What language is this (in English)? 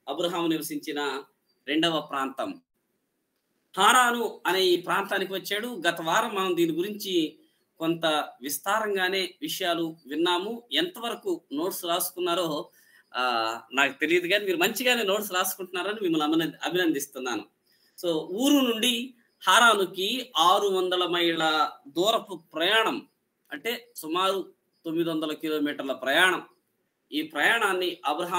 Telugu